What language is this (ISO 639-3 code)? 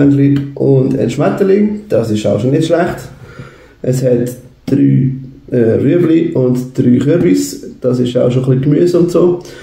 gsw